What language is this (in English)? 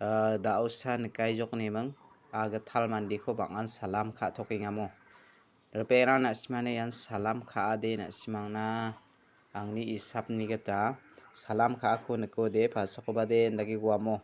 Garo